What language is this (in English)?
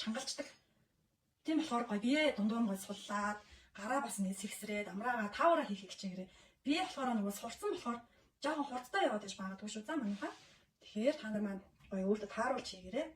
Mongolian